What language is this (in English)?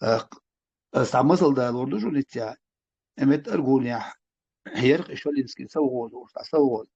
Chechen